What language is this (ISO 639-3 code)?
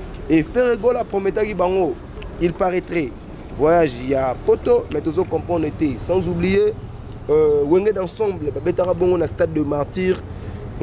lin